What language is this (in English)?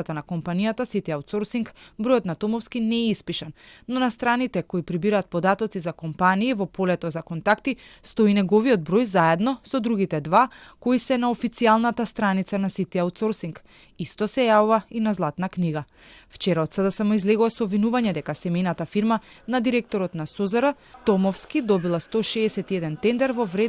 Macedonian